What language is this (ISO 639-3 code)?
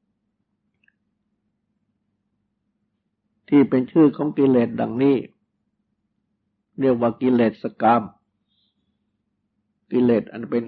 tha